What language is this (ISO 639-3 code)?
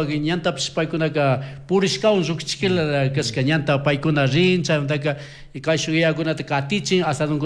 qug